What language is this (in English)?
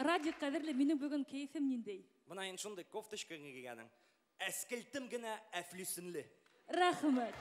Bashkir